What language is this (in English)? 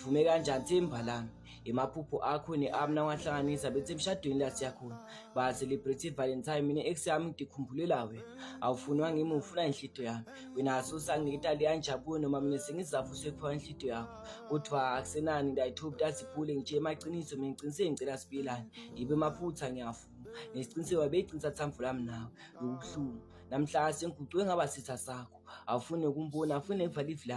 Zulu